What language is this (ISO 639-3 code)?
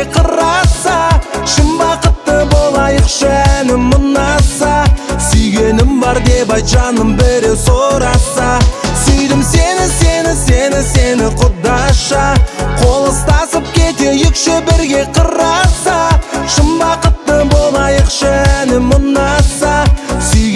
kaz